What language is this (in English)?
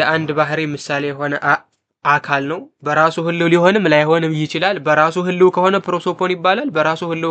Amharic